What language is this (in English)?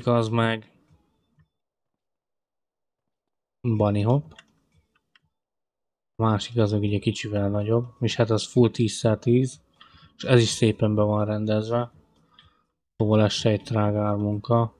Hungarian